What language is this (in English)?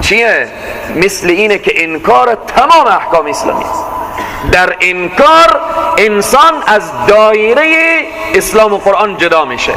Persian